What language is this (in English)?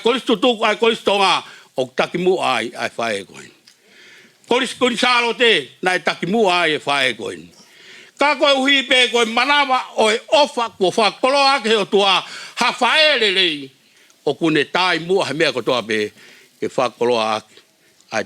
Tongan